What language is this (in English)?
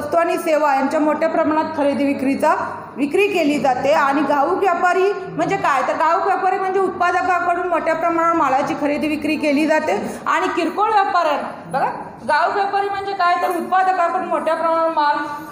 Marathi